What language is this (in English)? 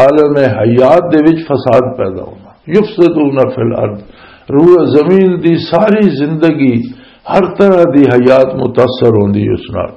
Western Panjabi